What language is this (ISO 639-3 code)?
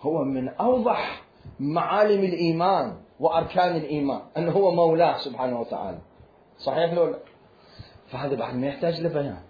acm